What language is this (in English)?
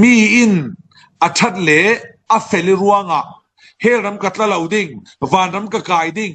Falam Chin